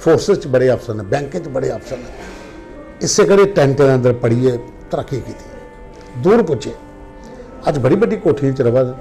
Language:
Dogri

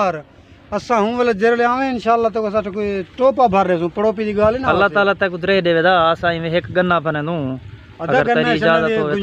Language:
Saraiki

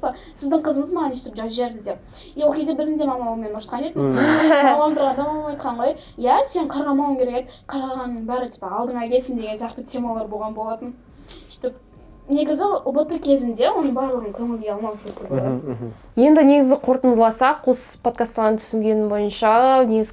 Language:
Kazakh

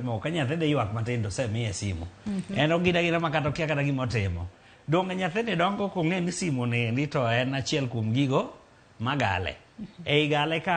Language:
Luo (Kenya and Tanzania)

